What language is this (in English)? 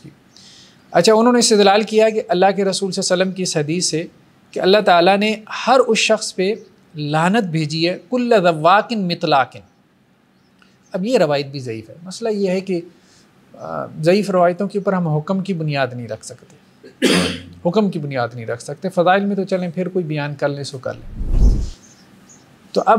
Urdu